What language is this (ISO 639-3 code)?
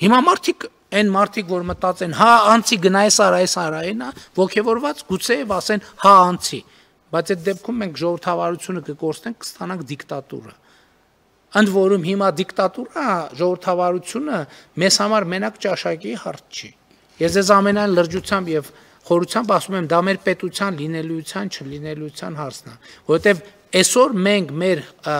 hye